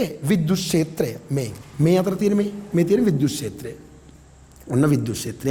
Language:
Sinhala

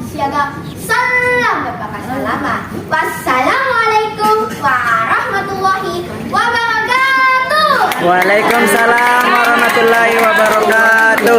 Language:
Makasar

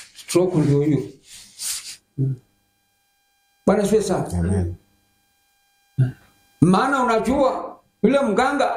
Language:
Swahili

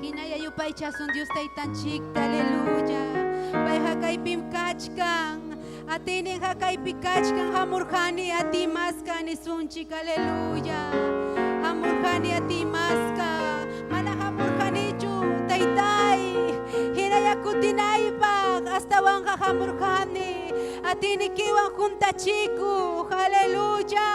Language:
Ayacucho Quechua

